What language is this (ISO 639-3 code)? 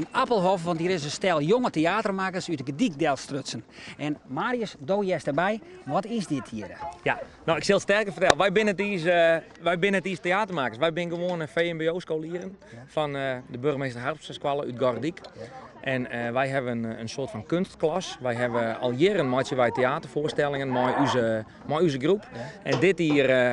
fry